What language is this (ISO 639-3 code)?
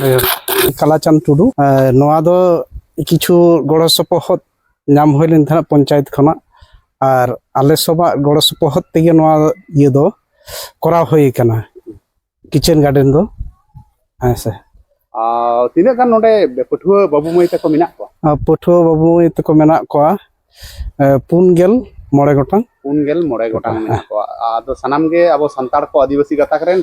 sat